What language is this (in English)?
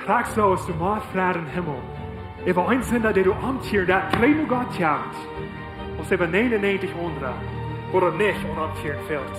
Plautdietsch